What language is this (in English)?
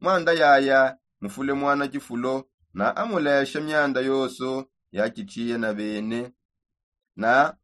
Songe